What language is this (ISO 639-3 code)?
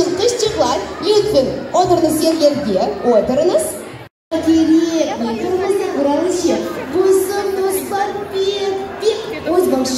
crh